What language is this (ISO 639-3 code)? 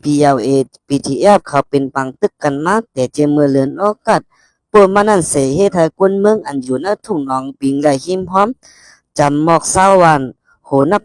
shn